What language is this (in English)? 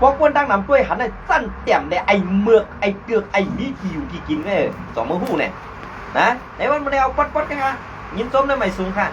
Shan